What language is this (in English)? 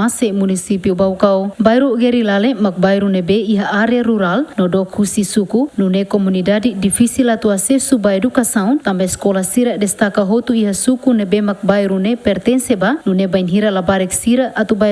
Tetum